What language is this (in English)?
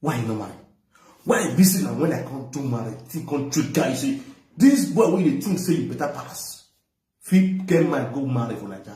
Nigerian Pidgin